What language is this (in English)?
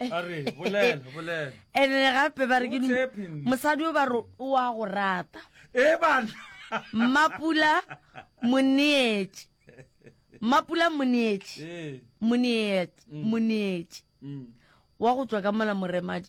Northern Sotho